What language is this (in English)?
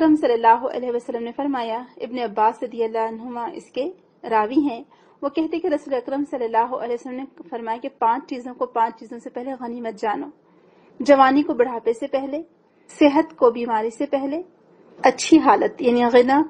Urdu